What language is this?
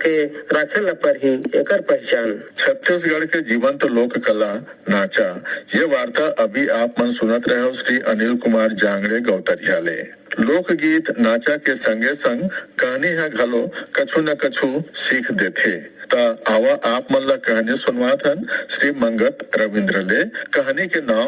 Chhattisgarhi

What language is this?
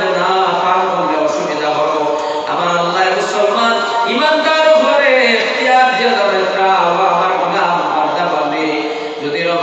Sylheti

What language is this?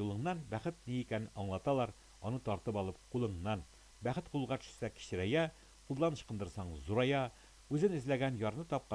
Tatar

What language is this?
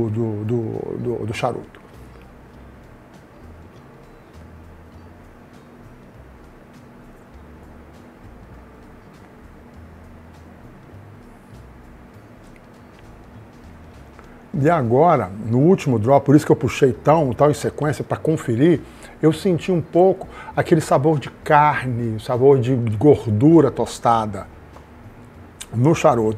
Portuguese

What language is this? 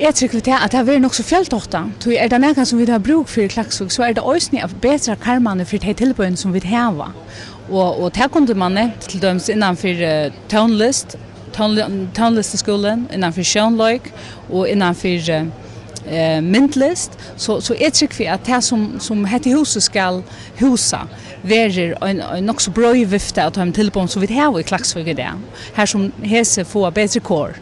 Faroese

